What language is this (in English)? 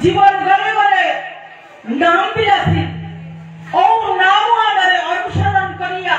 Bishnupriya